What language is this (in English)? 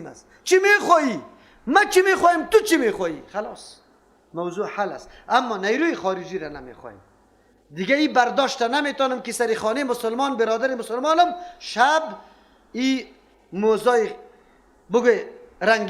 Persian